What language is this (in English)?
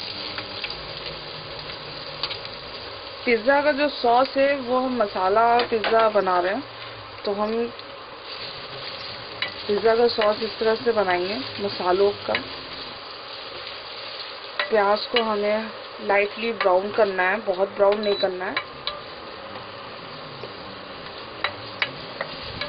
Hindi